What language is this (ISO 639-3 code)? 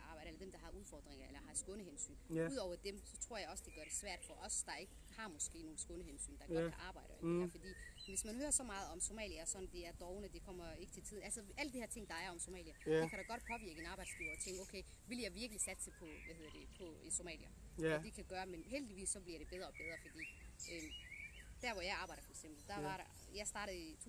dan